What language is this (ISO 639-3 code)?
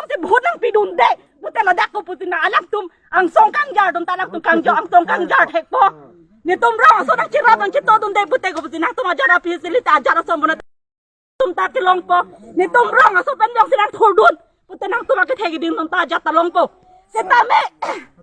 mjw